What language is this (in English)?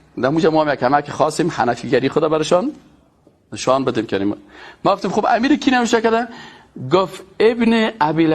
Persian